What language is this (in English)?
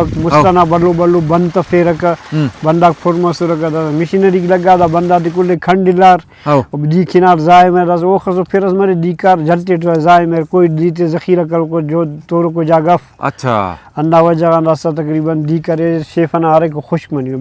Brahui